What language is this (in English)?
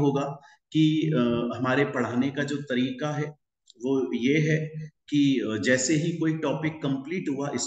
Hindi